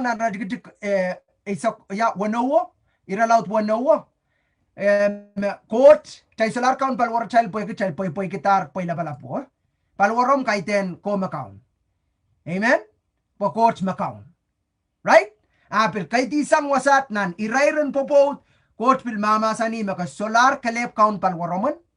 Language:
Pohnpeian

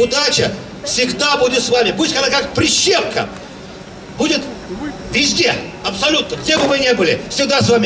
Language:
Russian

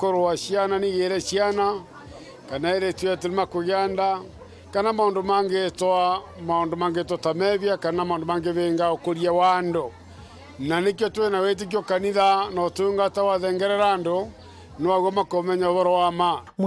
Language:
Meru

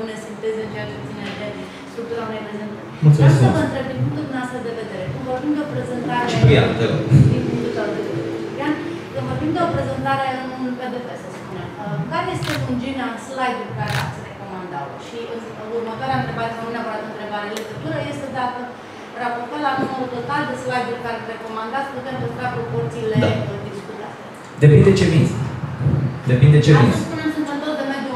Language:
Romanian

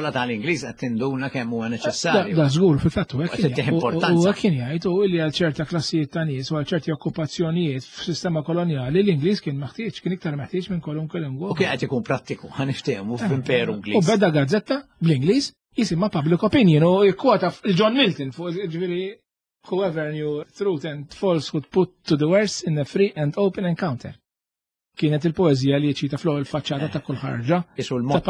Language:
Maltese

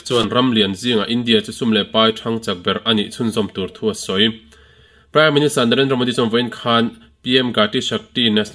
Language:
Mizo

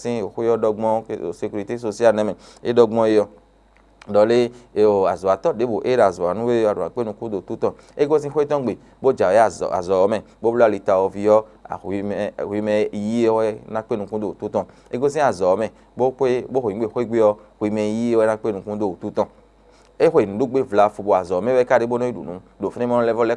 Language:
Fon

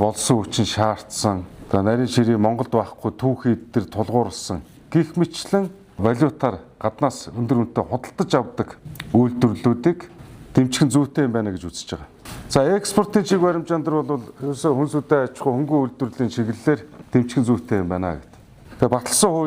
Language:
Mongolian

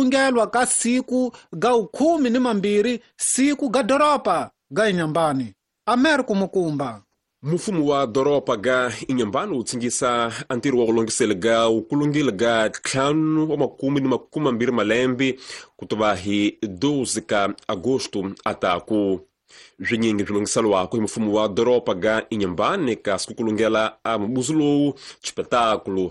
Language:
Tsonga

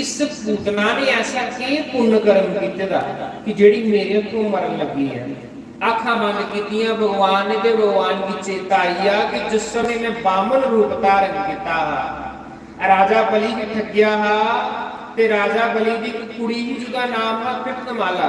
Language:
Dogri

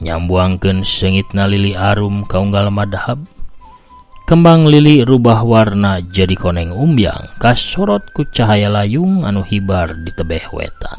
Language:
Sundanese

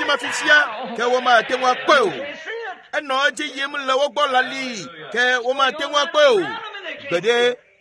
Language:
Ewe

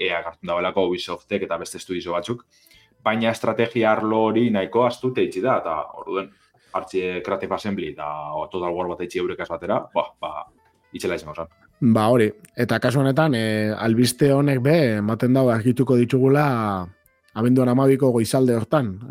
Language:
Basque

